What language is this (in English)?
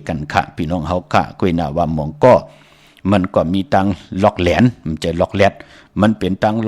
Shan